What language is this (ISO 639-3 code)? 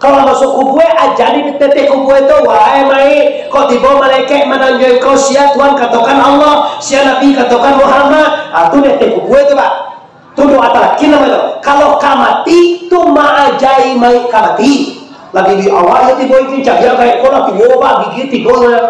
min